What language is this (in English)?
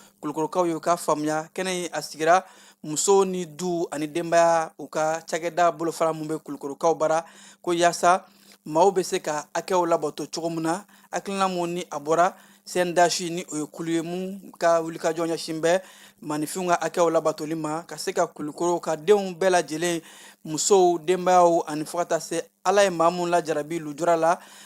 Bambara